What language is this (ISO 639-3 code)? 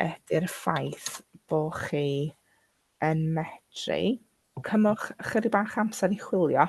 cym